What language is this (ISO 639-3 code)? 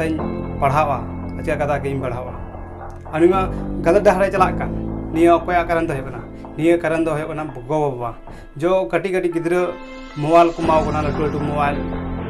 sat